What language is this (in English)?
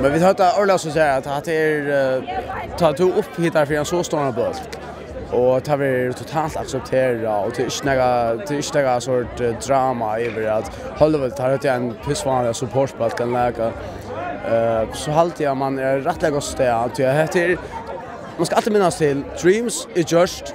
Faroese